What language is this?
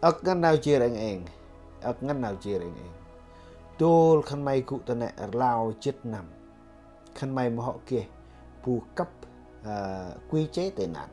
Central Mnong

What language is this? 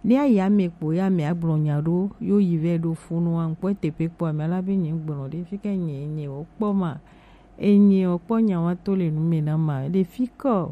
Gen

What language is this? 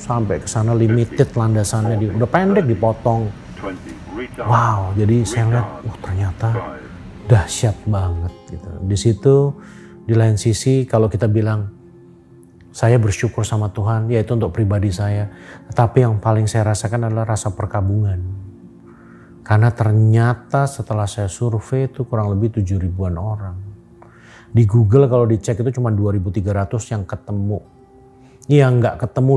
Indonesian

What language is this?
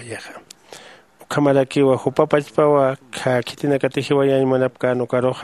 Aymara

